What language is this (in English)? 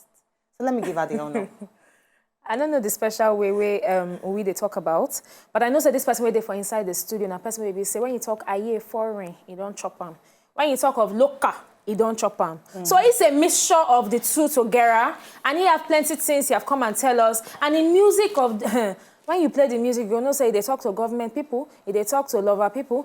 Nigerian Pidgin